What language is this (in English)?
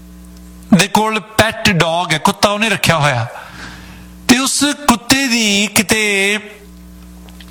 Punjabi